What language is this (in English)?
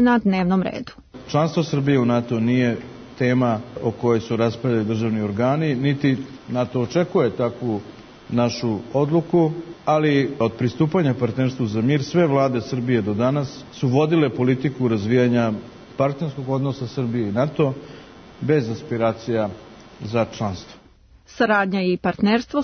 Serbian